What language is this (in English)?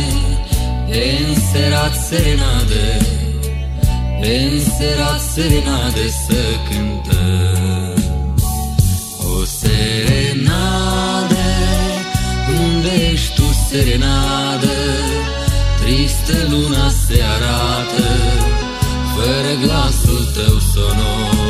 Romanian